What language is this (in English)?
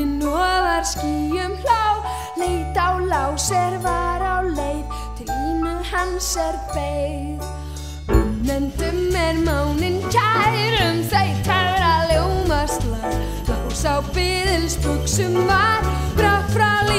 Icelandic